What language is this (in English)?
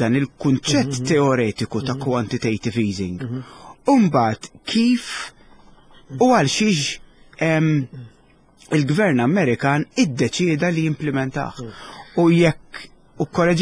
Maltese